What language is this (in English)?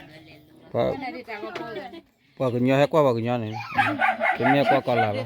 S'gaw Karen